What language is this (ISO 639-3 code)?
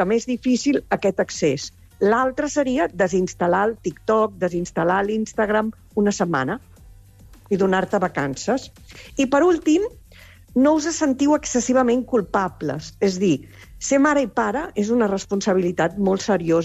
cat